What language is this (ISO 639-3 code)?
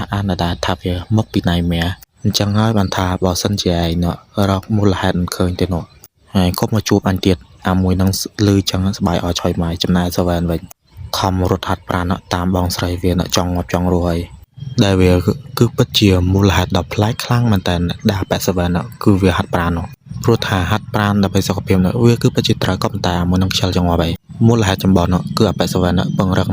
khm